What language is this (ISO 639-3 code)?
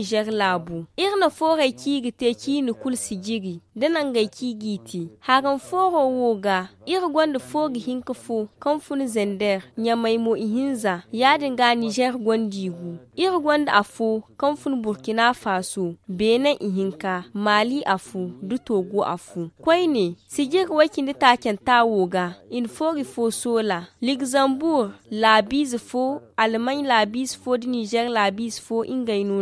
dje